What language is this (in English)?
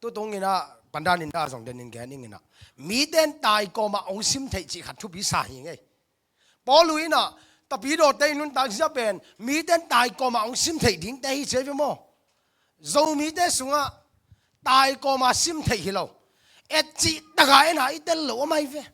Tedim Chin